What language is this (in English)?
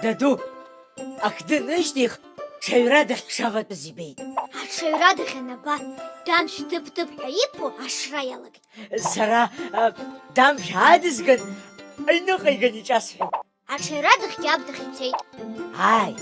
Abkhazian